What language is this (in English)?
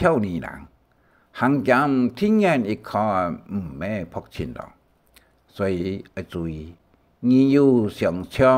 Hakka Chinese